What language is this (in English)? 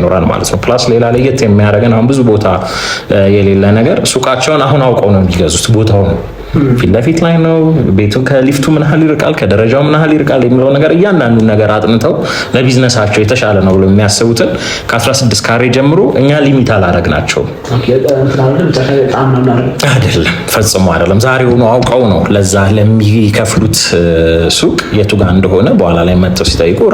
Amharic